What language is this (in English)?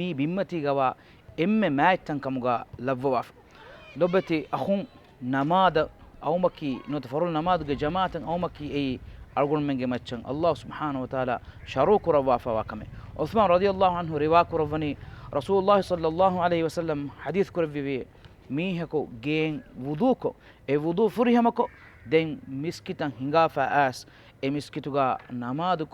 Divehi